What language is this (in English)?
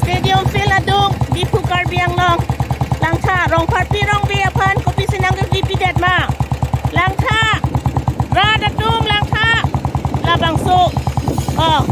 Karbi